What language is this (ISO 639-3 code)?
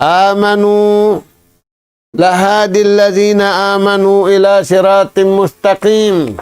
tsg